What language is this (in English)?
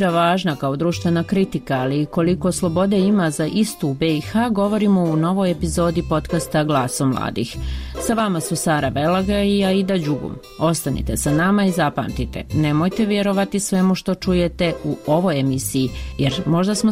Bosnian